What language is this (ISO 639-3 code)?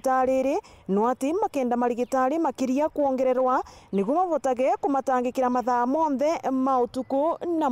mer